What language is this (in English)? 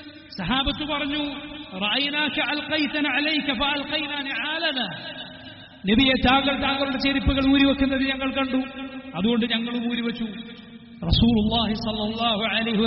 Malayalam